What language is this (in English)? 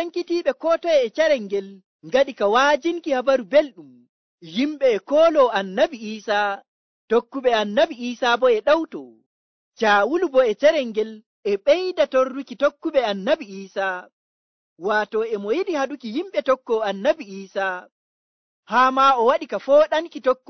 Nigerian Fulfulde